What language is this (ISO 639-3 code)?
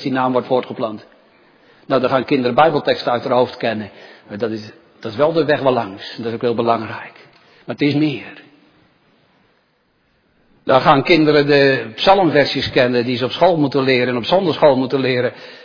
nld